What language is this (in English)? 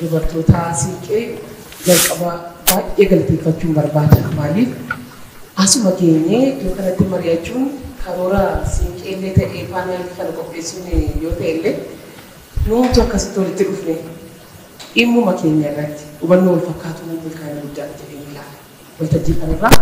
Oromo